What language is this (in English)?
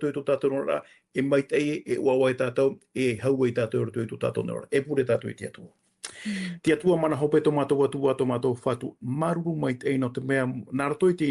Tahitian